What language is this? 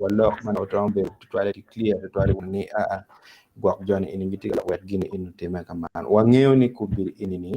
Acoli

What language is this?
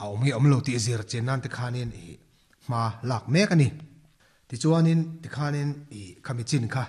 Mizo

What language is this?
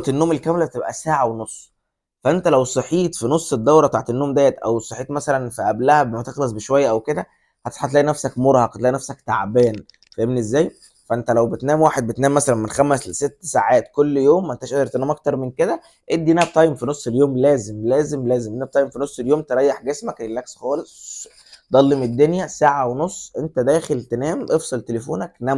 Egyptian Arabic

